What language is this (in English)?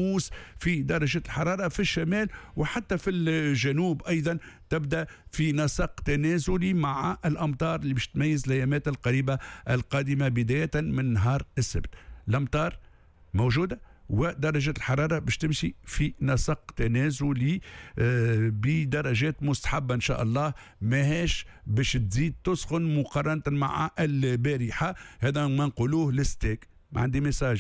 Tunisian Arabic